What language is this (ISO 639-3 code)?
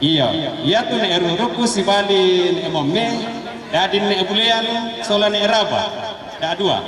sda